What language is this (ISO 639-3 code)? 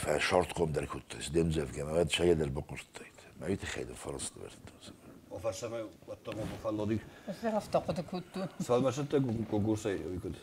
oss